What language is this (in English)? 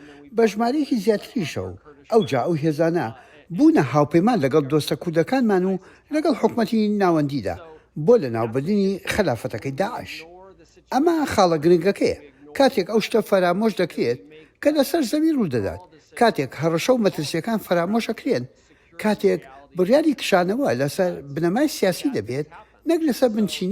Central Kurdish